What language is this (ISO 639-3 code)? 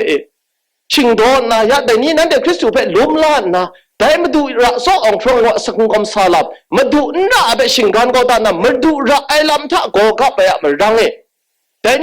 kac